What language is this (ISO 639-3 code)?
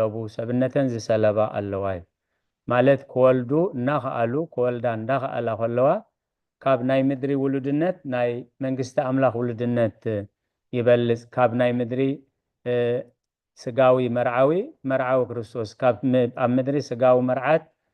tir